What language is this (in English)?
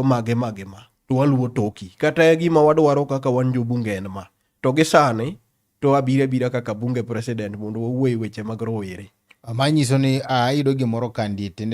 Luo (Kenya and Tanzania)